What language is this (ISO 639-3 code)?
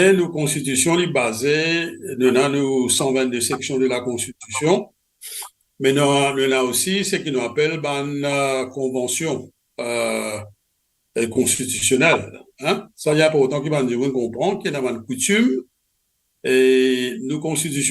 mfe